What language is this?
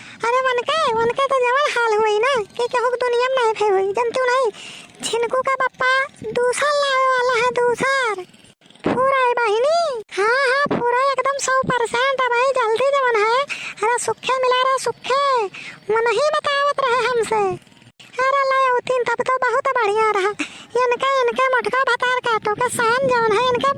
Awadhi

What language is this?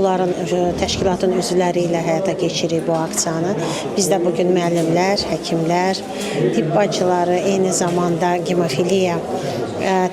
Azerbaijani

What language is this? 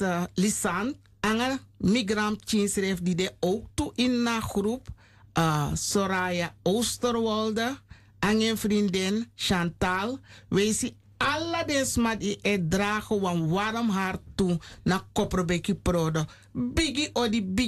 Sranan Tongo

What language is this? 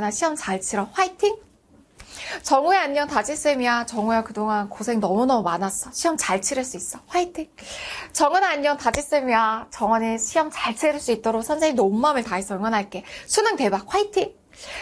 Korean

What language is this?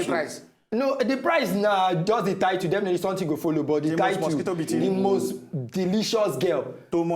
Nigerian Pidgin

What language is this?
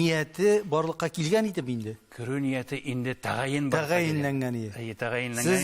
Tatar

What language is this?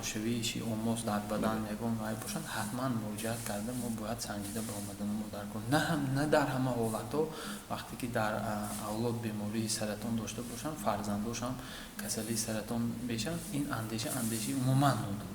Tajik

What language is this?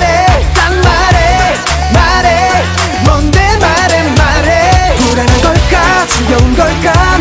Korean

